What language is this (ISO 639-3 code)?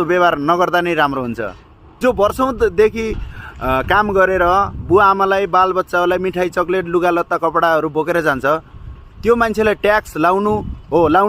nep